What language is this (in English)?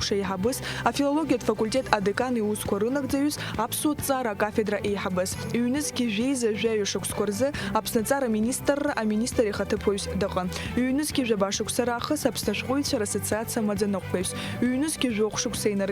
Abkhazian